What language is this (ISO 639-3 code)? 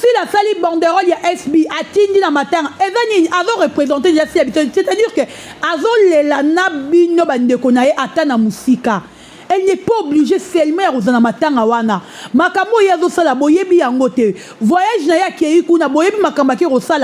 lin